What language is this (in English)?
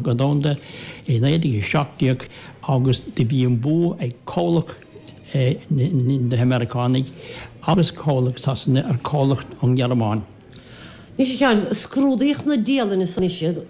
Irish